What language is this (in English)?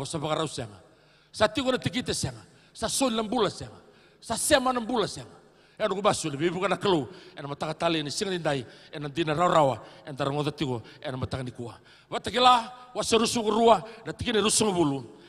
Fijian